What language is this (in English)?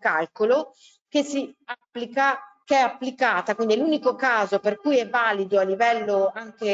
Italian